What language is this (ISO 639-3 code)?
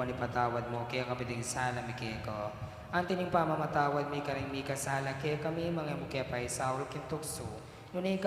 pam